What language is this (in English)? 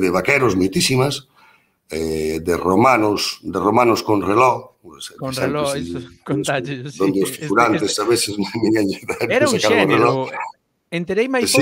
Galician